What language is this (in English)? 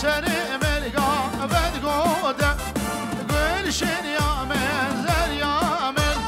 Kurdish